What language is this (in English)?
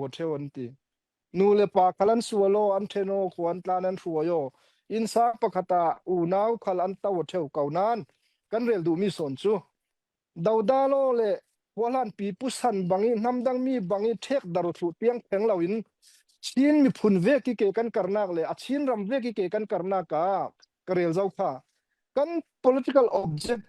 Falam Chin